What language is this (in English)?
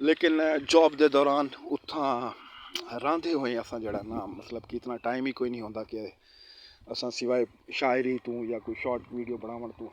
Saraiki